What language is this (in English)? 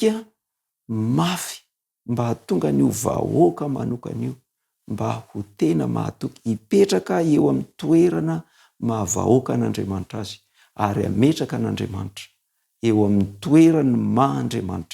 Malagasy